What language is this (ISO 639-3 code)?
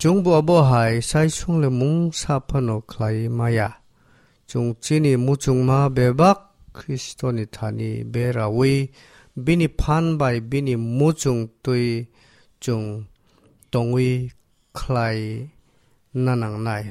trp